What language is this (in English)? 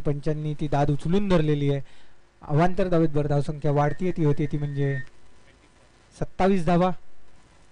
Marathi